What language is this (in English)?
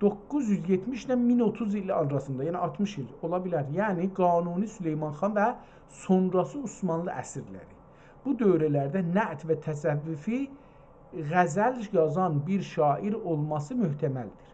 South Azerbaijani